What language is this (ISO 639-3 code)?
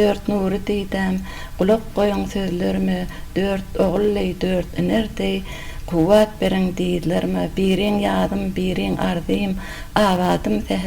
tuk